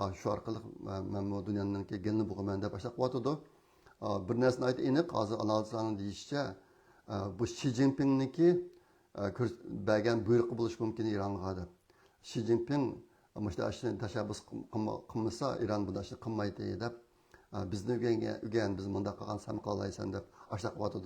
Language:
Uyghur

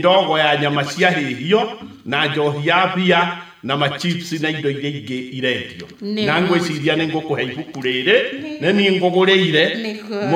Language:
Kikuyu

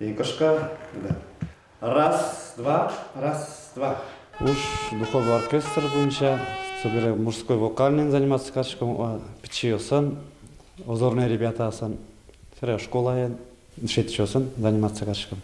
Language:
Udmurt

